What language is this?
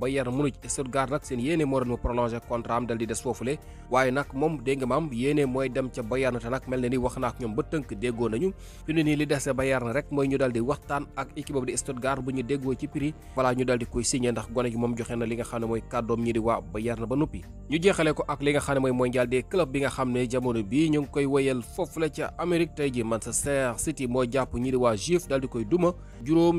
Wolof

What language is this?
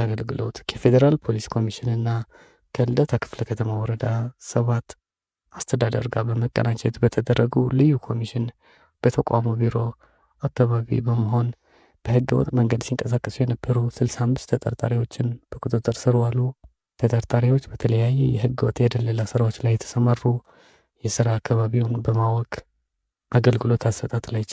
Amharic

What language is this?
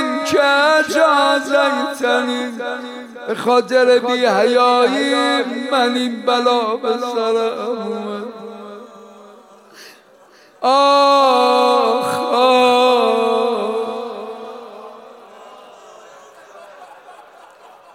Persian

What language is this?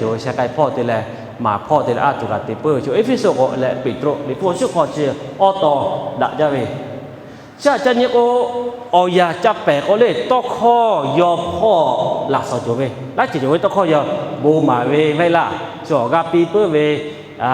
Lahu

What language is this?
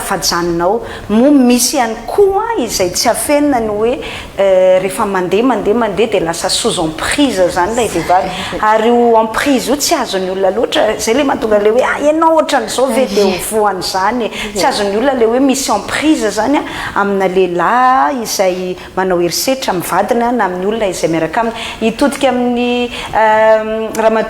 Malagasy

